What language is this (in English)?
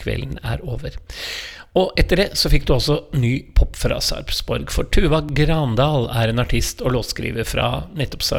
Norwegian